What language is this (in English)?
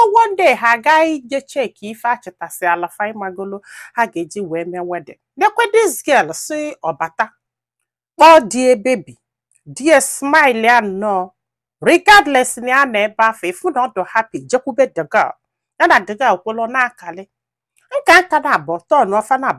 Igbo